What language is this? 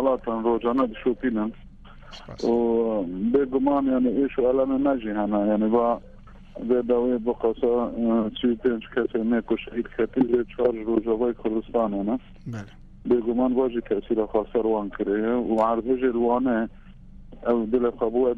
Kurdish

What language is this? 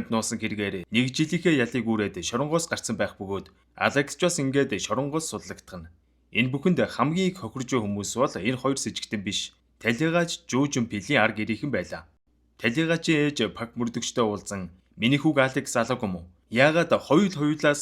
Mongolian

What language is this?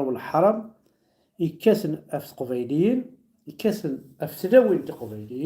Kabyle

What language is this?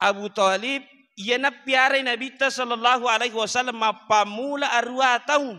Buginese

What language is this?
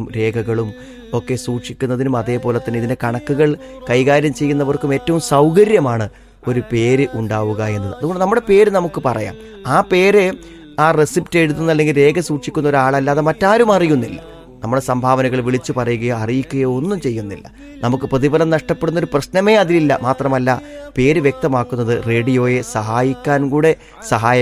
Malayalam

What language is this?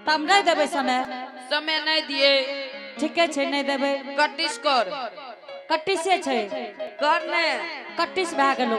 Angika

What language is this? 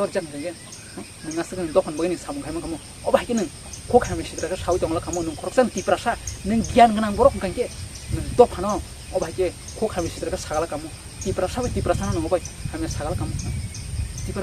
Kok Borok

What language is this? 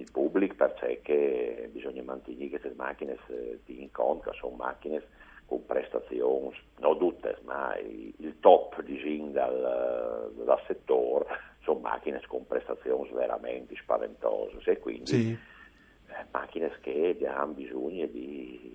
Friulian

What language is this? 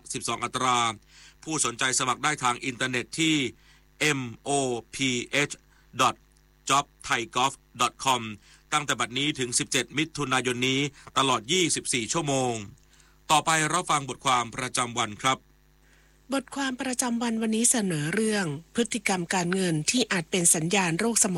Thai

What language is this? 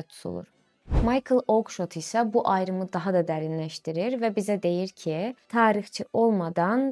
Azerbaijani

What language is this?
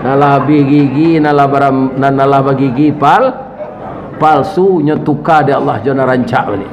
Minangkabau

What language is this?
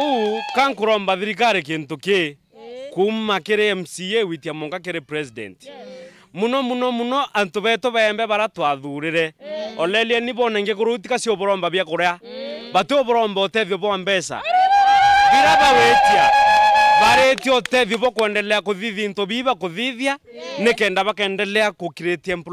Meru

